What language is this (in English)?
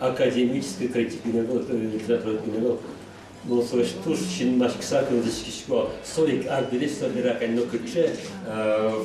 Udmurt